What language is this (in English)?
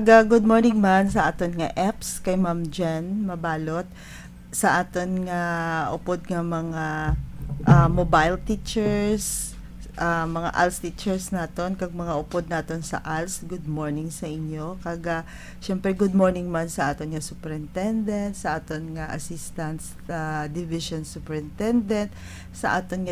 Hiligaynon